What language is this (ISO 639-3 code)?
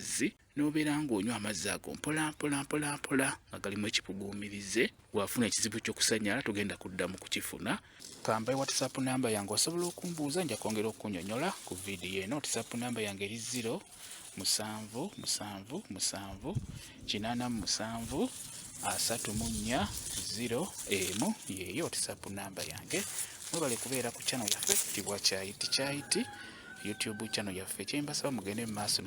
lug